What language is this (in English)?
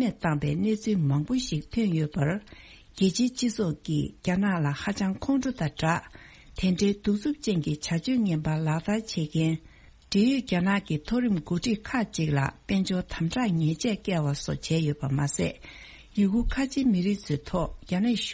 Tibetan